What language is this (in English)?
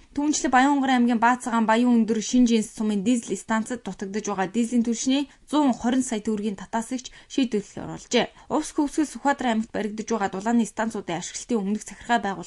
Mongolian